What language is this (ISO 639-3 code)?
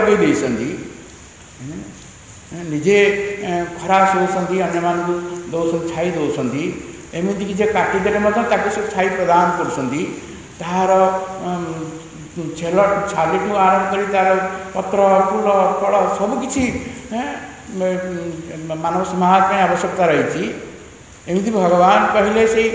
ori